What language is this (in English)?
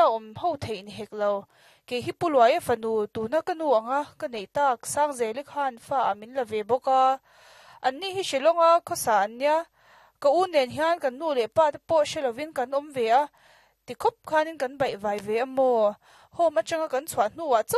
Mizo